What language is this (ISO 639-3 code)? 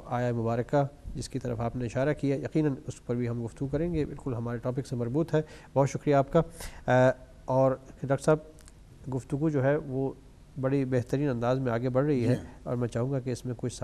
urd